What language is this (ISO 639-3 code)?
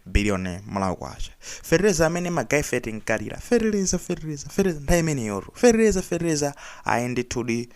nya